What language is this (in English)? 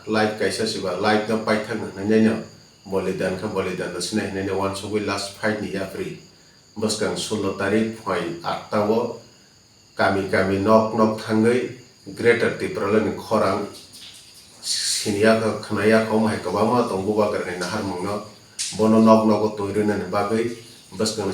Kok Borok